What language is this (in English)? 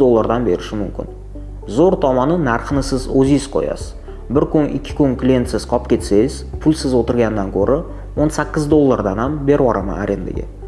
Uzbek